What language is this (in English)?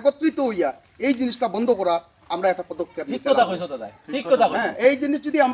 Sylheti